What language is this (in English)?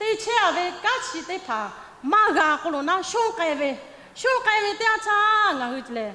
Lahu